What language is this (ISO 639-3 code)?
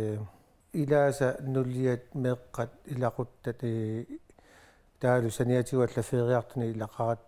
kal